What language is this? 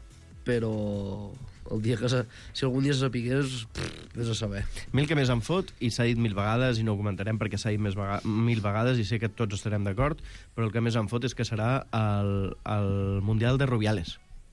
Catalan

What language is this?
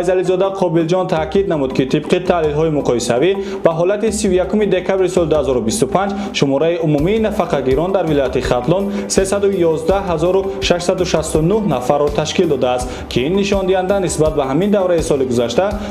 Tajik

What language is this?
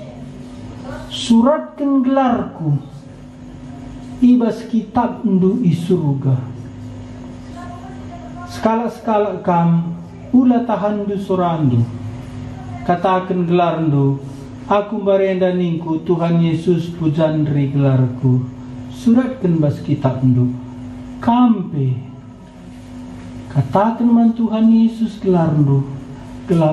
Batak Karo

